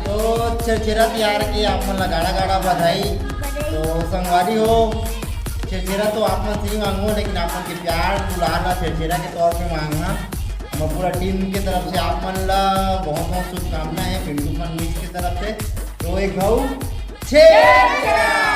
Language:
Chhattisgarhi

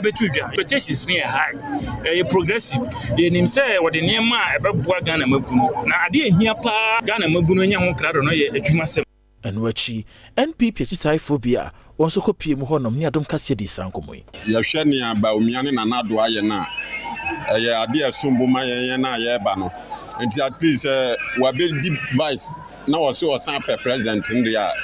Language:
Akan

